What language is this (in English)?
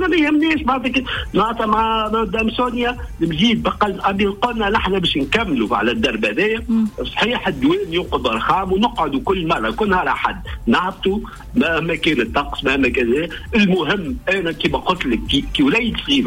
Tunisian Arabic